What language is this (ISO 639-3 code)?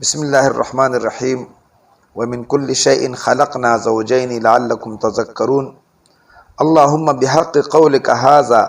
pus